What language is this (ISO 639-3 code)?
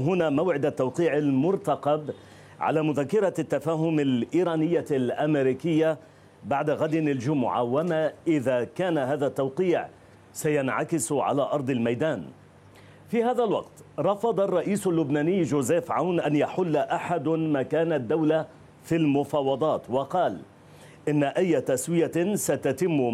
ara